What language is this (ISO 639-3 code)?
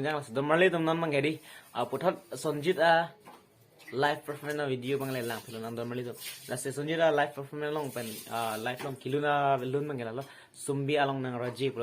mjw